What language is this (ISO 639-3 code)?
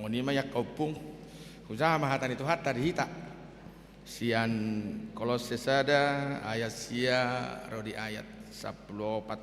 bbc